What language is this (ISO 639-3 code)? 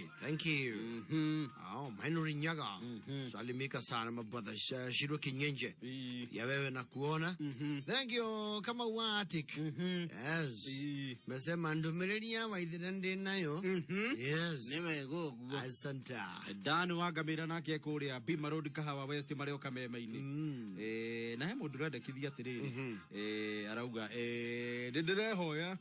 kik